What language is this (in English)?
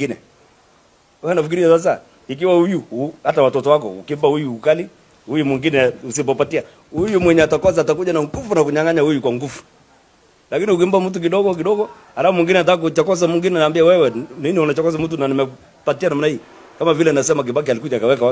Swahili